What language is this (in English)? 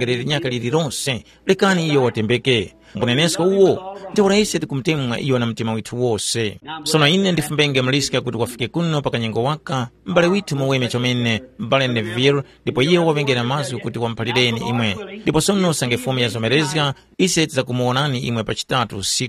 Tumbuka